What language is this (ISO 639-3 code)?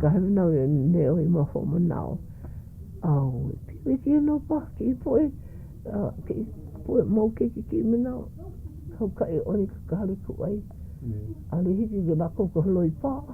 haw